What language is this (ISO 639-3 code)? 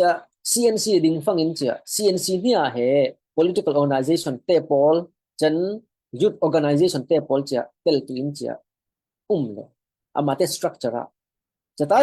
cfm